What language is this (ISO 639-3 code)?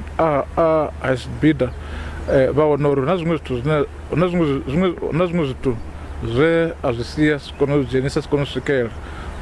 ven